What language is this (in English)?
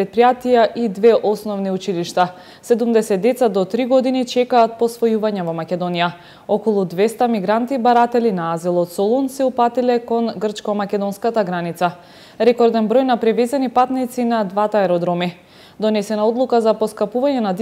Macedonian